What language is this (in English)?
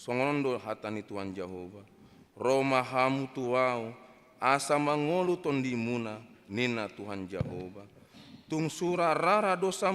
Batak Toba